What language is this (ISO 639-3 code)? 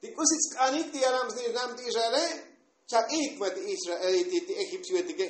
tzo